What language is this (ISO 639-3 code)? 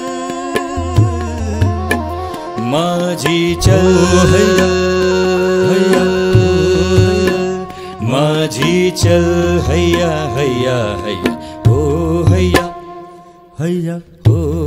guj